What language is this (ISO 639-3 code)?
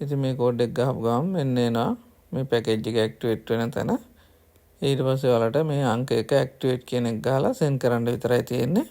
sin